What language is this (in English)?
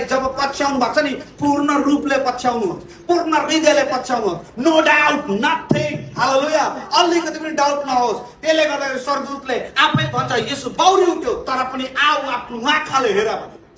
Nepali